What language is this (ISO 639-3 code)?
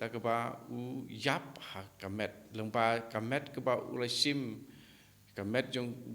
kha